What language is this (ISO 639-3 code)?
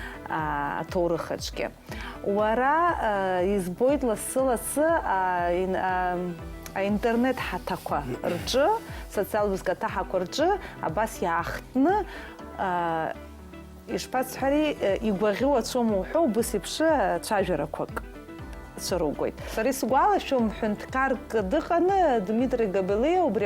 abk